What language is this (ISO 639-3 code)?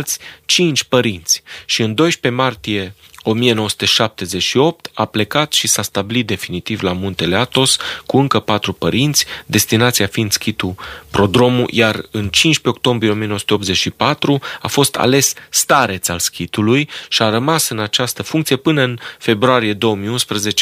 ron